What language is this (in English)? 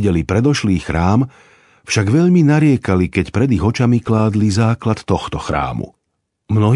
Slovak